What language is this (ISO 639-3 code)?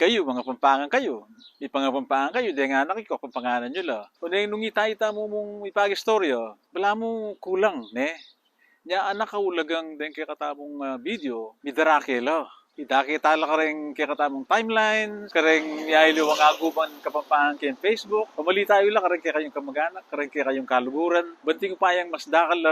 pam